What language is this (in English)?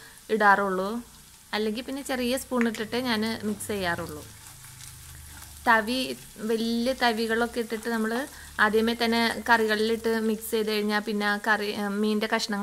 Malayalam